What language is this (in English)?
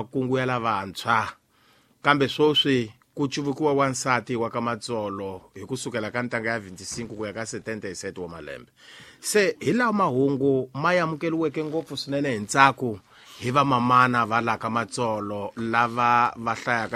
Tsonga